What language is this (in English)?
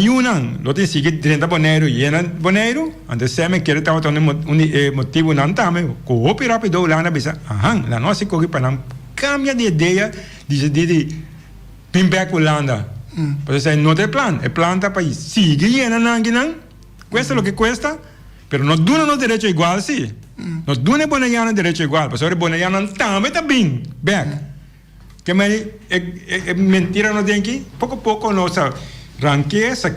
Papiamento